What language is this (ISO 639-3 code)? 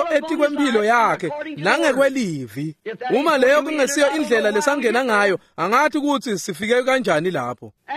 ssw